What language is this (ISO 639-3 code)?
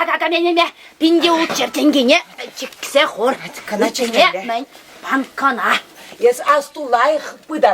chv